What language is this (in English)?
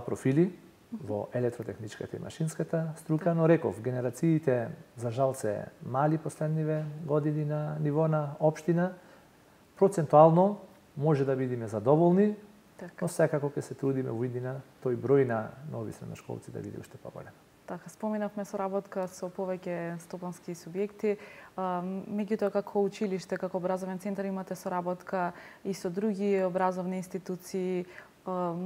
Macedonian